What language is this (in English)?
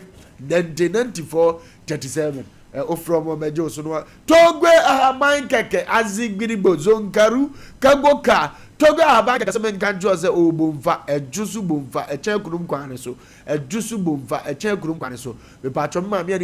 Akan